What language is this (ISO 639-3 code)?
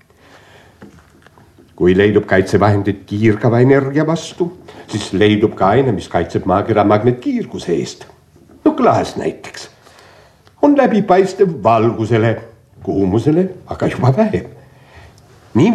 est